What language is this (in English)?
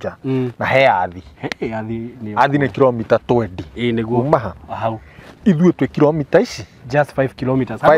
Kikuyu